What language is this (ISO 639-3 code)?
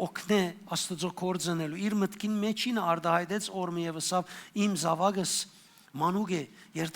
hyw